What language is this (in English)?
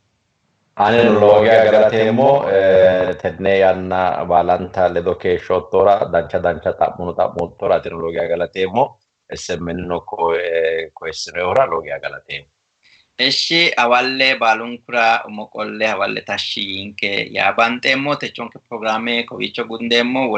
Sidamo